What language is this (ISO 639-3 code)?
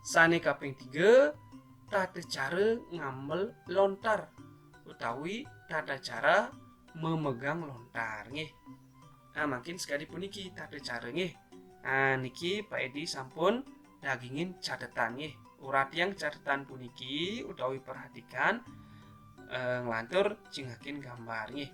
ban